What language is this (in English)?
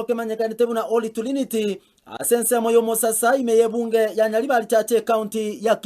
Gusii